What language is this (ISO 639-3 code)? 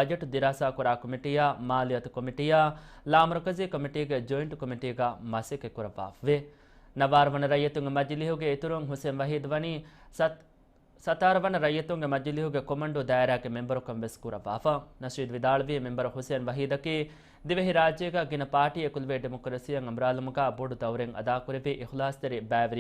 div